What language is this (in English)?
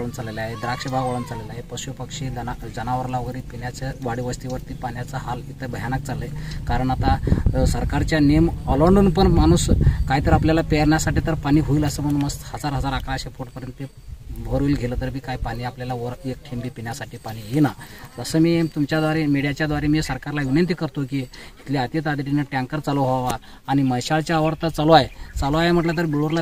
Marathi